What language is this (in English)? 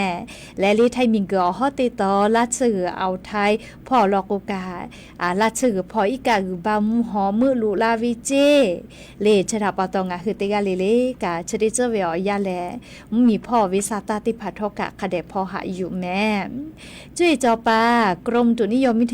Lahu